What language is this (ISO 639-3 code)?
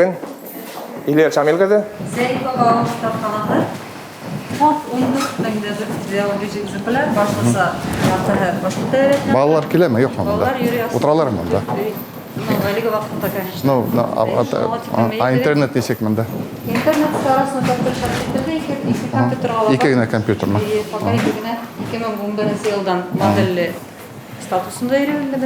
bak